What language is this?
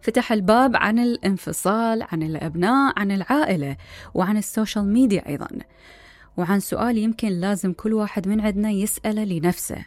Mesopotamian Arabic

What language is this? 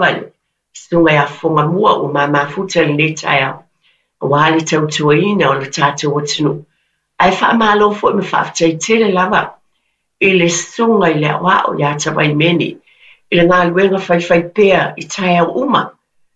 Samoan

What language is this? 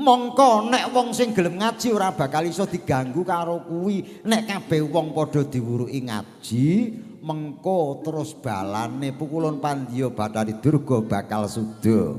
Javanese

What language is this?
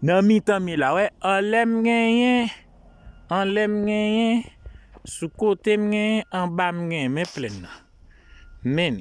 Haitian Creole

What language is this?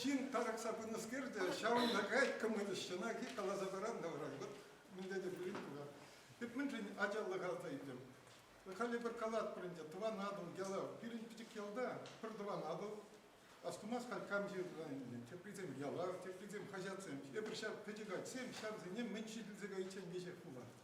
Chuvash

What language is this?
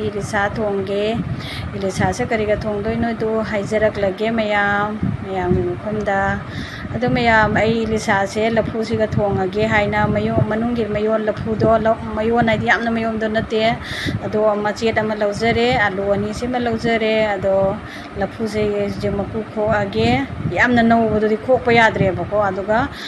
Manipuri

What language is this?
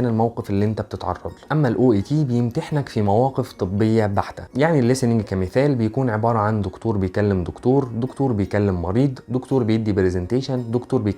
Egyptian Arabic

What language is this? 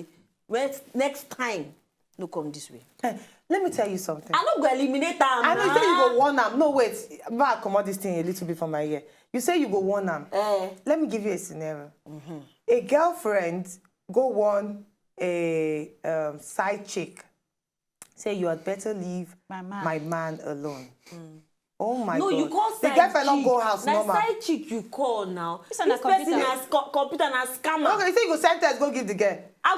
Nigerian Pidgin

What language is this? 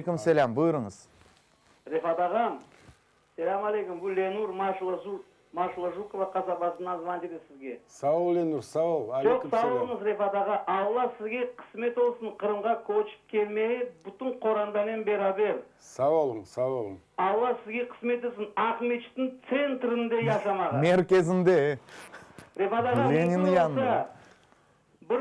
Crimean Tatar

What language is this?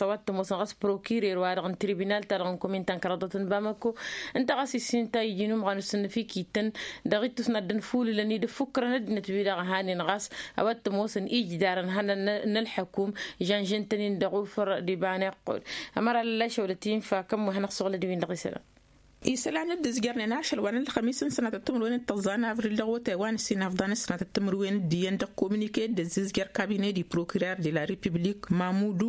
Tamasheq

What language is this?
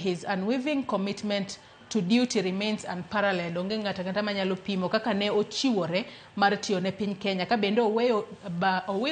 Luo (Kenya and Tanzania)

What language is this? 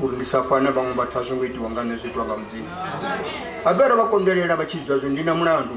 Venda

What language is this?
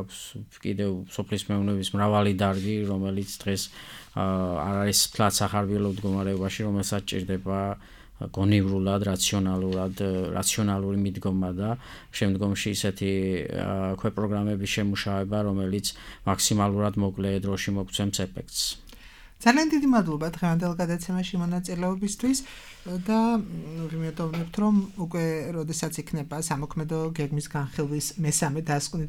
Georgian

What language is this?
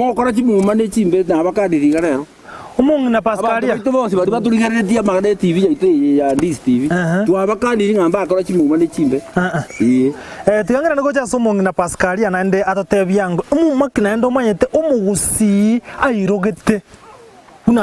Gusii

